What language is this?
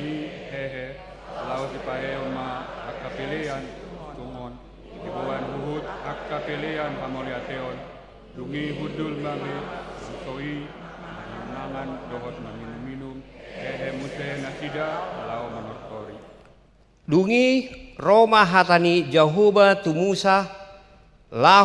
Batak Toba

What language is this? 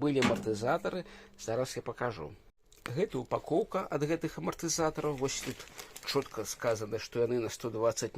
Belarusian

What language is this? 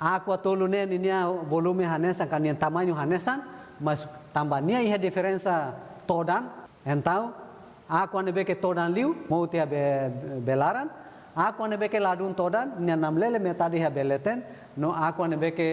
Tetum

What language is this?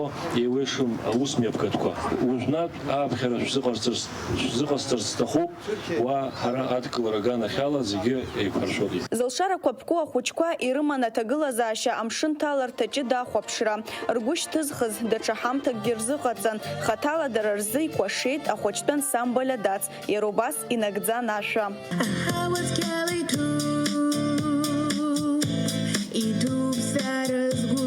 Abkhazian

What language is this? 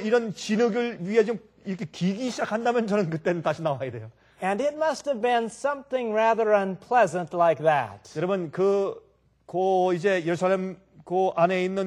Korean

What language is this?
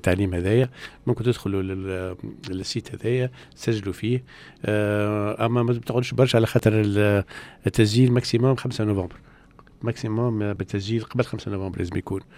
Tunisian Arabic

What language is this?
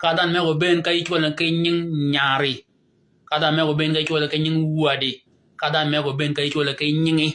Shilluk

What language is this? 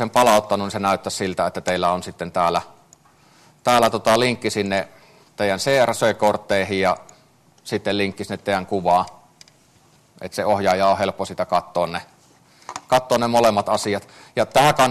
Finnish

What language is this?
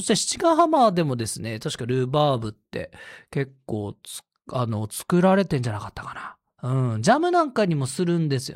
Japanese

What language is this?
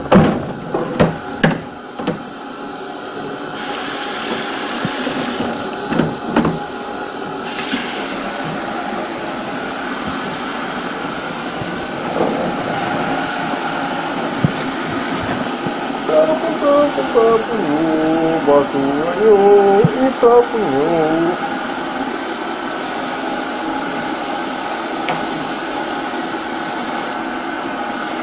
Filipino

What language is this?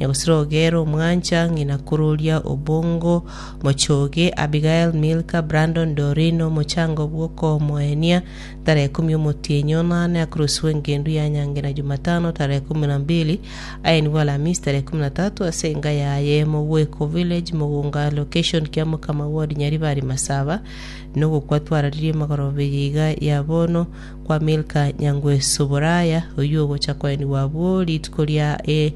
Gusii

